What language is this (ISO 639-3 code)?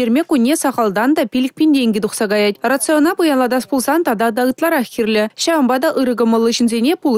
chv